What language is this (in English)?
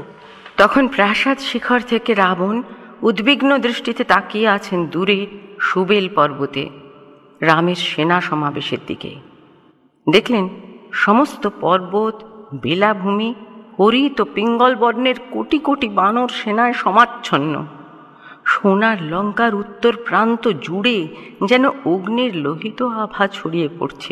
Bangla